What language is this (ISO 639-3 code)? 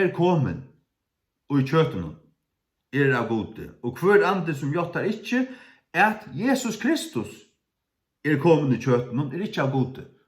fao